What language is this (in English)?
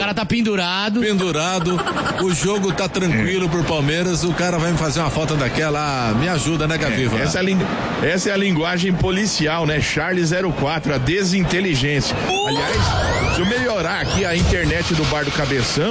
Portuguese